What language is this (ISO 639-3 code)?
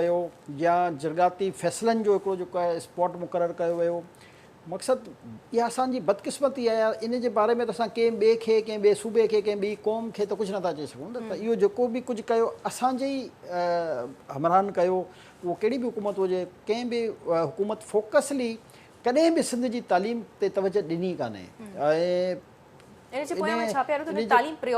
snd